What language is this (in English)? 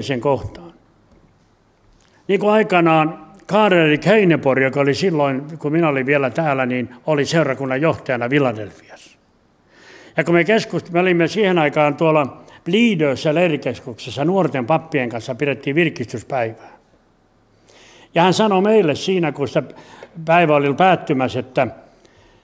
Finnish